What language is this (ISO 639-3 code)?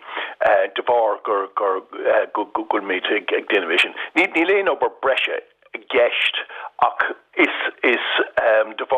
gle